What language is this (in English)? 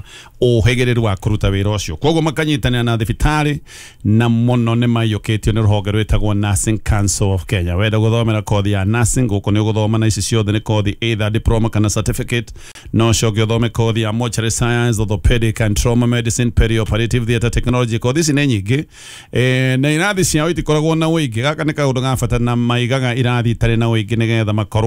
Kikuyu